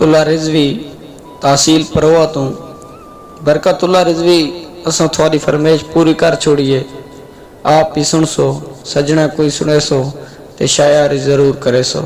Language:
Saraiki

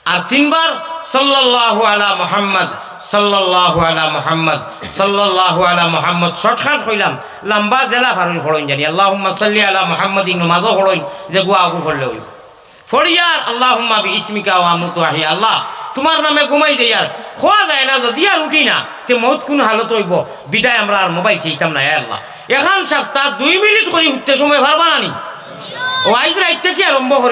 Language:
Sylheti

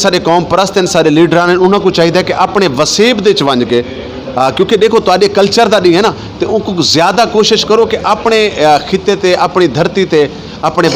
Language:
Saraiki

